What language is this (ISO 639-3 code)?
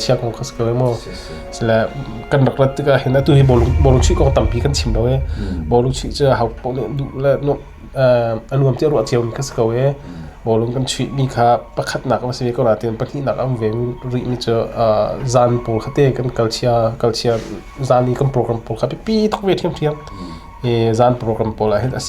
cnh